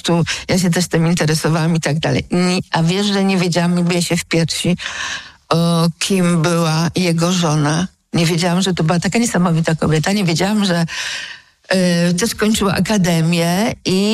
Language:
Polish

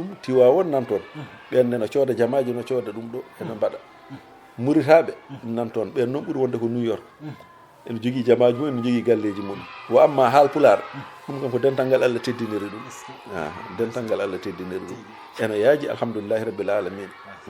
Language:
Fula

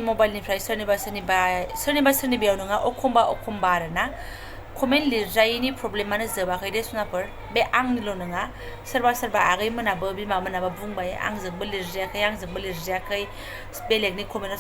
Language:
Bodo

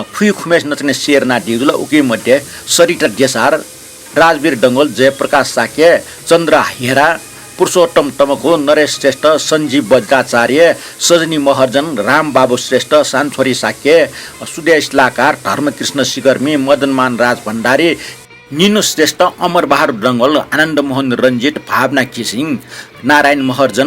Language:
Newari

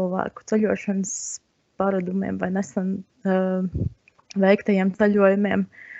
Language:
Latvian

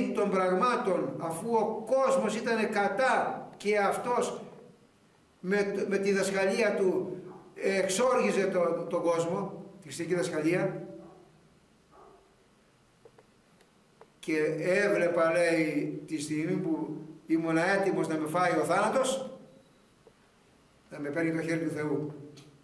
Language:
Greek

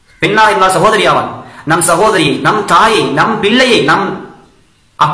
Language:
Tamil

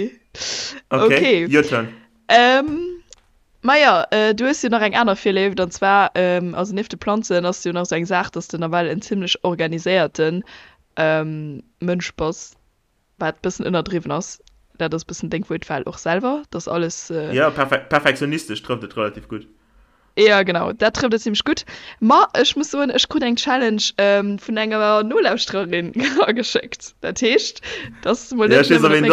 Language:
Luxembourgish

